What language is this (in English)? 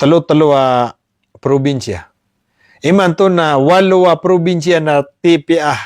Maranao